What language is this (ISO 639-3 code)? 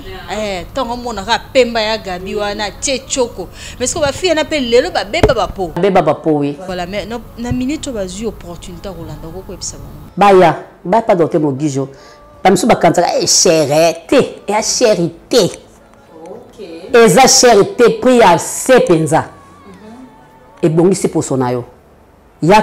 lin